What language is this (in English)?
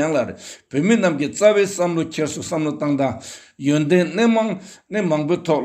Tibetan